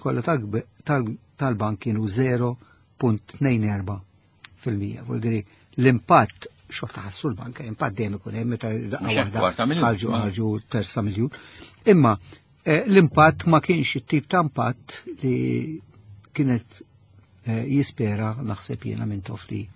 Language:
Maltese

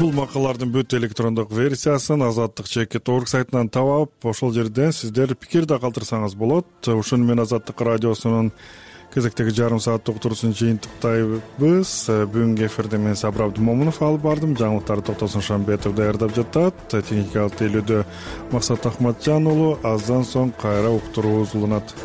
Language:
Kyrgyz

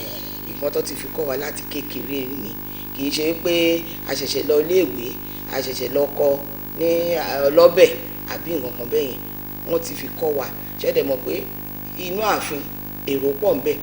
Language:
Yoruba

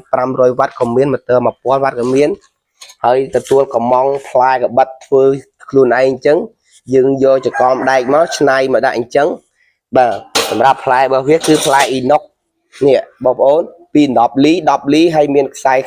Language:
Khmer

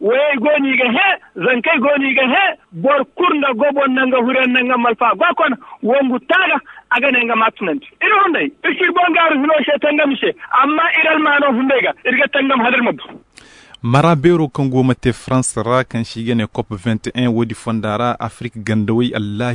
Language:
Zarma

